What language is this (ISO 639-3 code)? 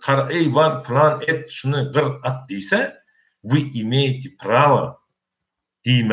tuk